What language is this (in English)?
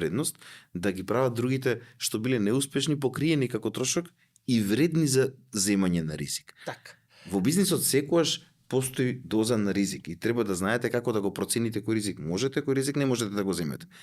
Macedonian